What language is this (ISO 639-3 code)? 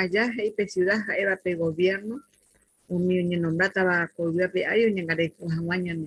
grn